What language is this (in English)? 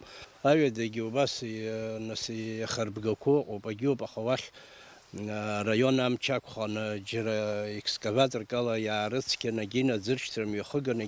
Abkhazian